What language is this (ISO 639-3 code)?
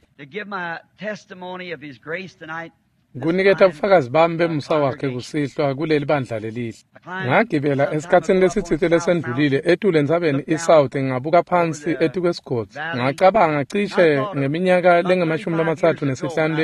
ssw